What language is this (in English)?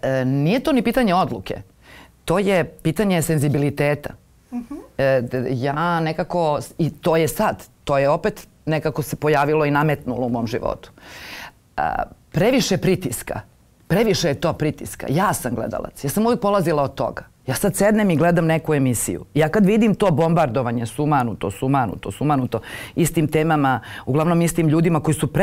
Serbian